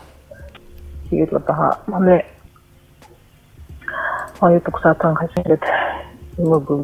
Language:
Buriat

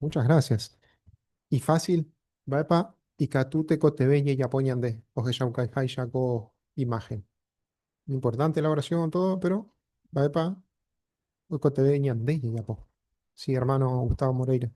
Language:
Guarani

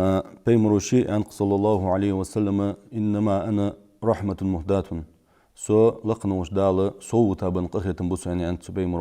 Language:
Ingush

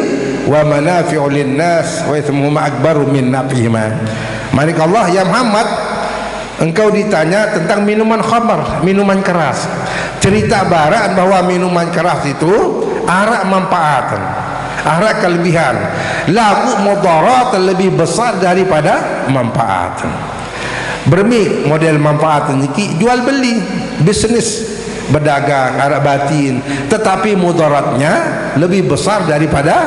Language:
Sasak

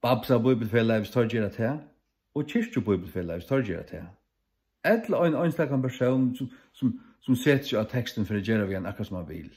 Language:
Faroese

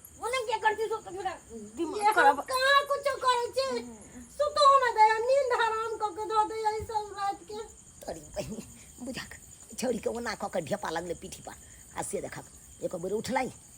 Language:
Maithili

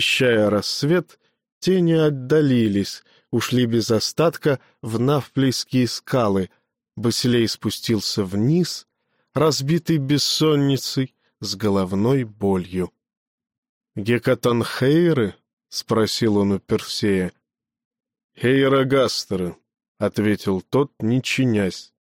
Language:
Russian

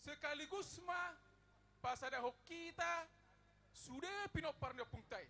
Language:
Batak Toba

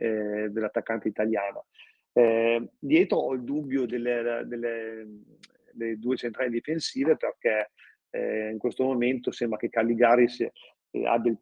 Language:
Italian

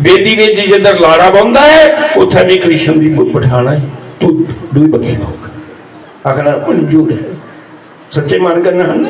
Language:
Dogri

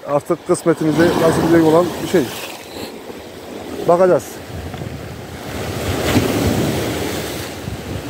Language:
Turkish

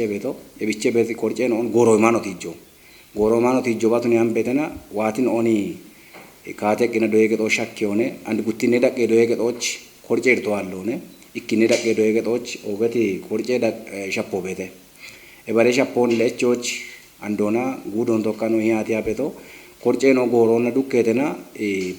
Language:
Kafa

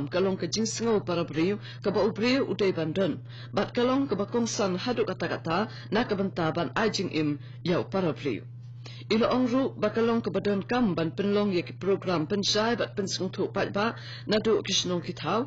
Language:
Khasi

